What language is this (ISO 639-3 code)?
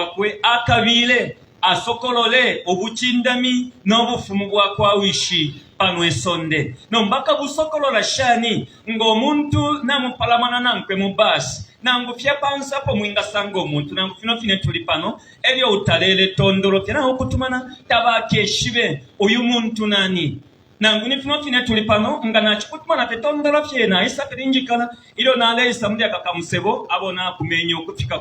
bem